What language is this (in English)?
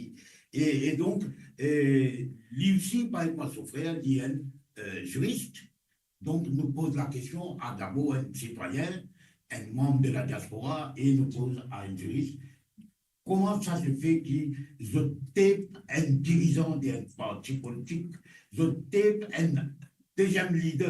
Morisyen